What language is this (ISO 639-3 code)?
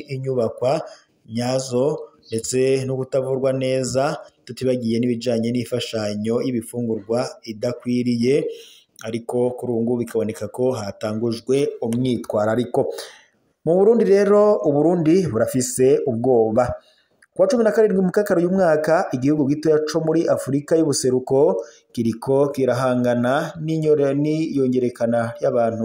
run